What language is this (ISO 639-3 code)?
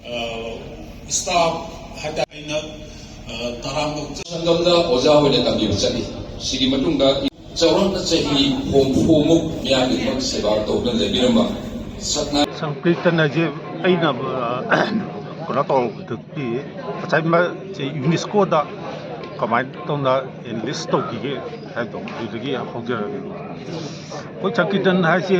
mni